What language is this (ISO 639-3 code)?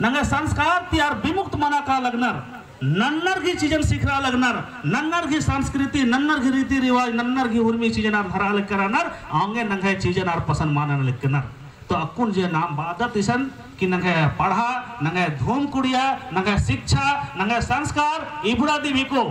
kru